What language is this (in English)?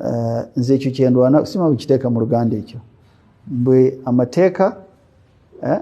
Ganda